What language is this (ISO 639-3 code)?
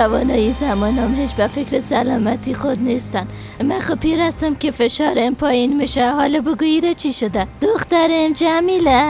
fas